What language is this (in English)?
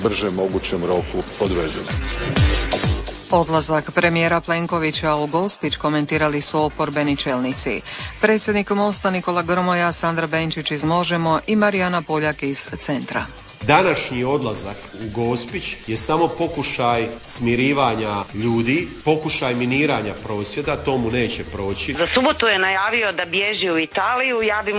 Croatian